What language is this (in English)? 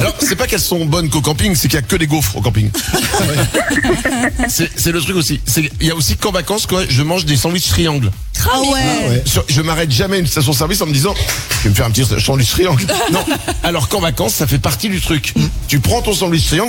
French